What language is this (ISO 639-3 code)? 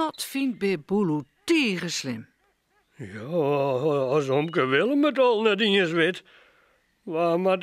fry